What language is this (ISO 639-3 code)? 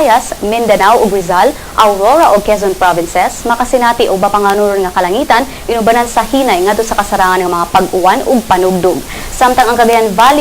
ceb